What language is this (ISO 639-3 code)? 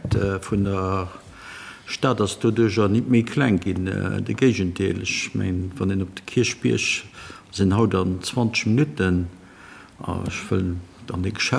ltz